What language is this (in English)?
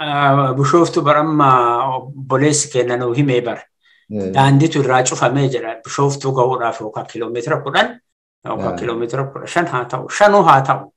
Oromo